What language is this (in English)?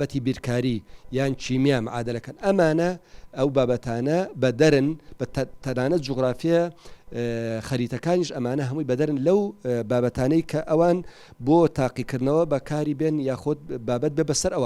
Central Kurdish